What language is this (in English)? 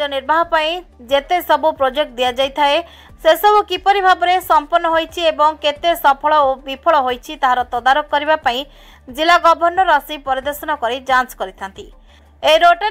Odia